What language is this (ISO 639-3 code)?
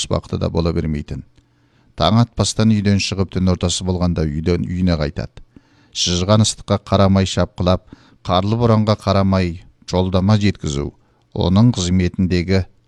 kaz